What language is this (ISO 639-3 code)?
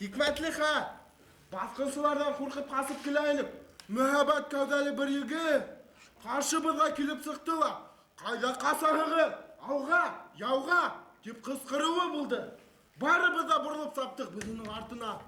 bak